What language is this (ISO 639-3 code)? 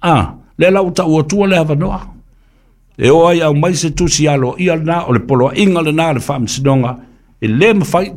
smo